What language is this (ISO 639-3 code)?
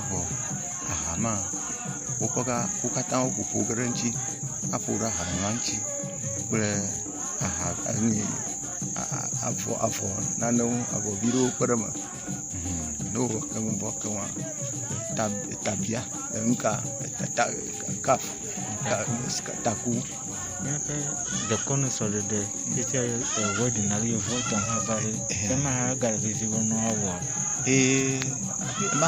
ewe